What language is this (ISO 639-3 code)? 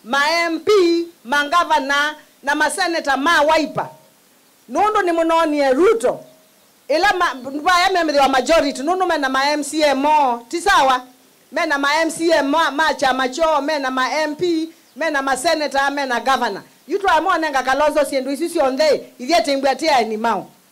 kam